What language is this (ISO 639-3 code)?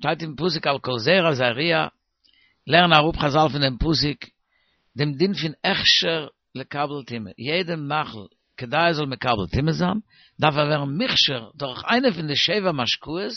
yid